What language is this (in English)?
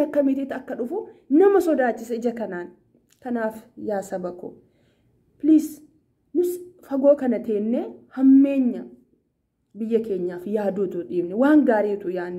Oromo